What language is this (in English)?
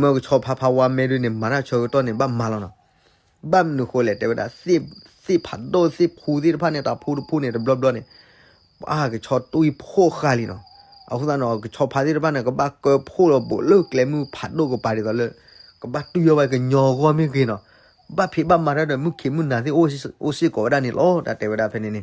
S'gaw Karen